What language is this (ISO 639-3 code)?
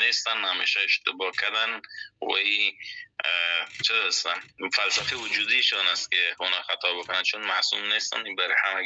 fas